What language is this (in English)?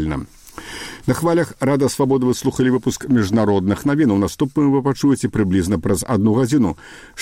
Belarusian